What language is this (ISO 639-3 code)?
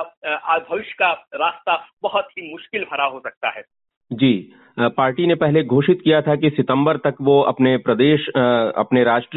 hin